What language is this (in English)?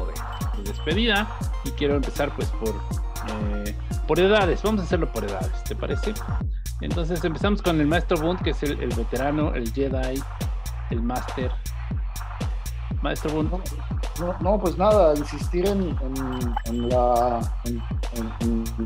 Spanish